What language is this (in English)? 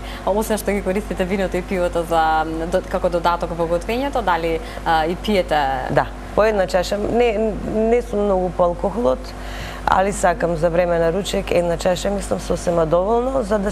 Macedonian